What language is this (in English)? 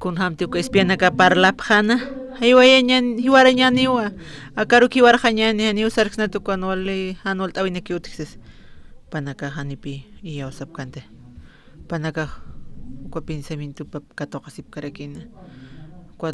Aymara